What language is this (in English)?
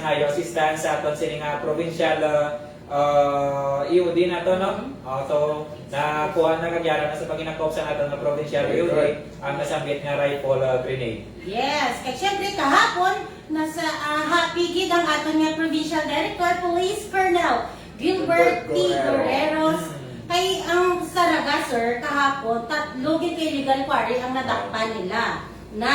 Hiligaynon